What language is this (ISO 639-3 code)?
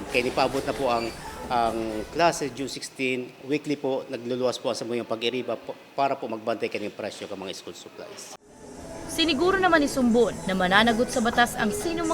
bik